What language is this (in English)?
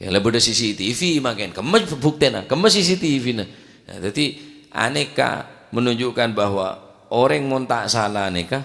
Madurese